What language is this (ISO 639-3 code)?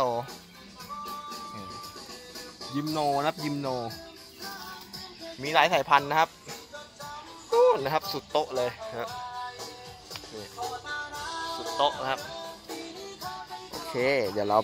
tha